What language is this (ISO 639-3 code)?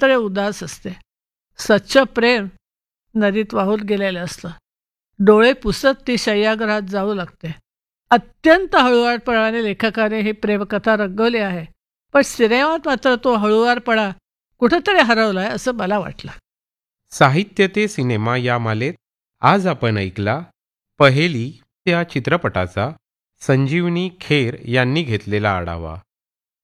mar